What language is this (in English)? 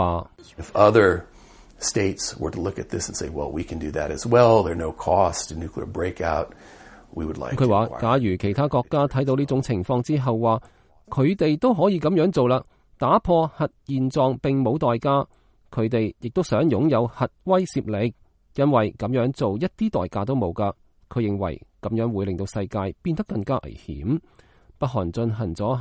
Cantonese